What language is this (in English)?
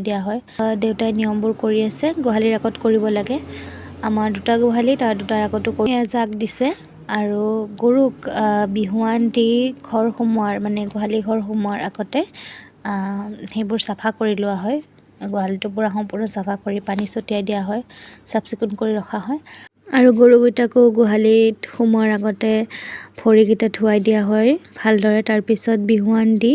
Assamese